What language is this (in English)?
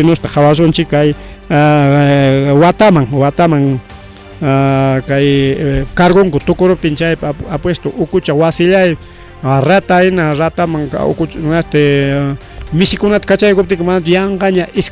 Ayacucho Quechua